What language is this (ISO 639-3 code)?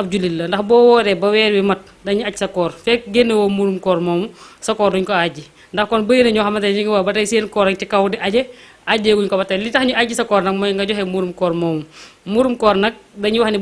wol